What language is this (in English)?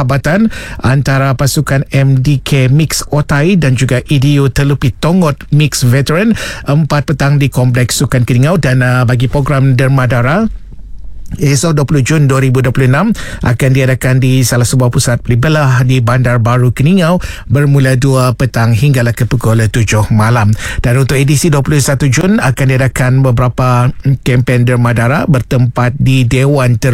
Malay